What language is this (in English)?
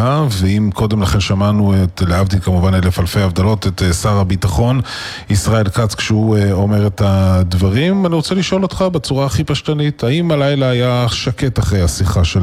Hebrew